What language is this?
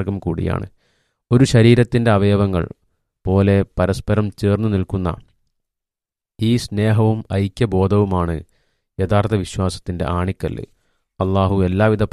Malayalam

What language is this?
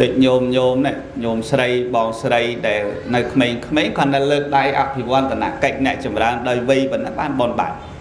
Khmer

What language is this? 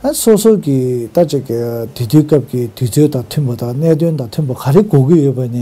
Tibetan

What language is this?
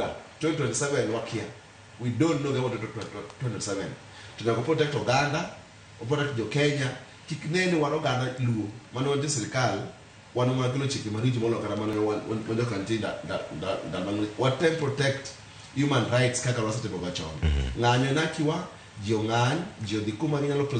Luo (Kenya and Tanzania)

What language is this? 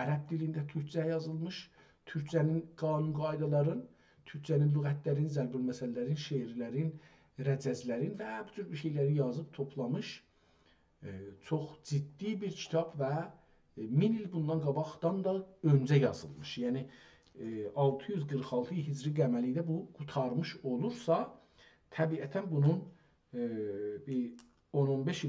South Azerbaijani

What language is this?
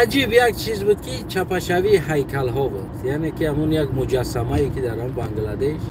Tajik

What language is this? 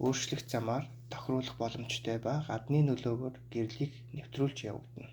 Mongolian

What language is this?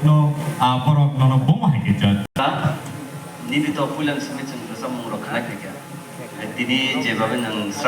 Kok Borok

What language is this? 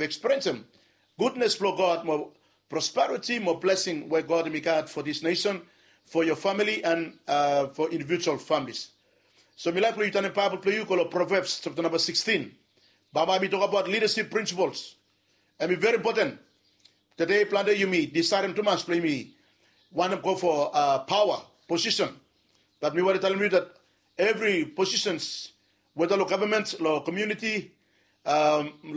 Bislama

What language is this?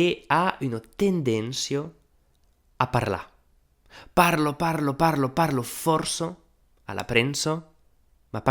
Occitan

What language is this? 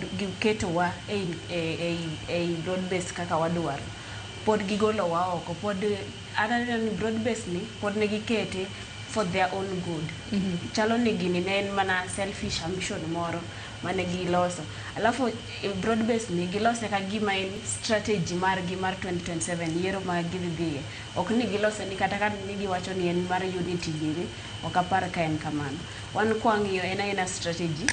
Luo (Kenya and Tanzania)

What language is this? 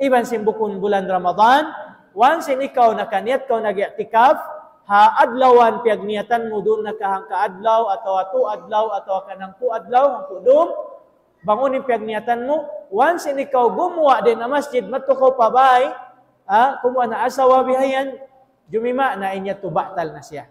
Tausug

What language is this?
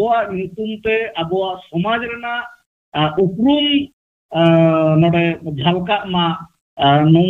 Santali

